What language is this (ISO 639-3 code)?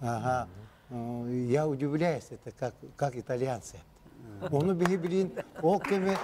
sah